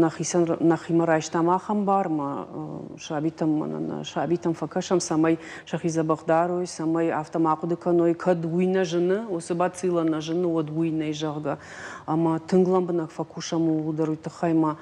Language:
Ossetic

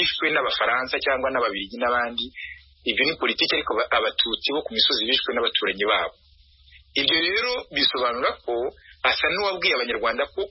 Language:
Kinyarwanda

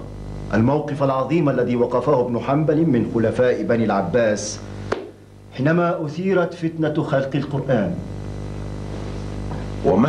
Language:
Arabic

